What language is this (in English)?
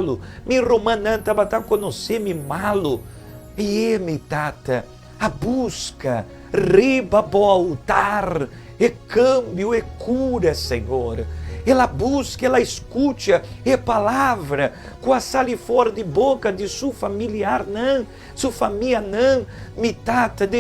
Papiamento